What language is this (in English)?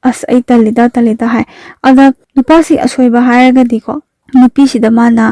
Manipuri